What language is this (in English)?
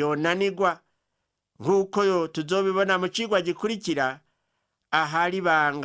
Rundi